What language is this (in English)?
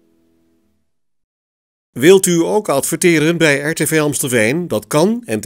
Dutch